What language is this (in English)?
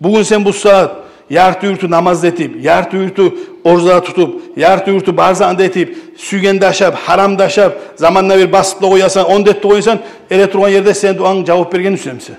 Kumyk